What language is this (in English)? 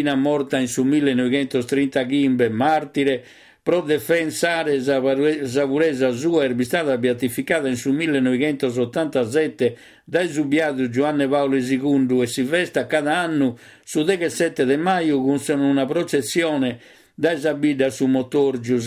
Sardinian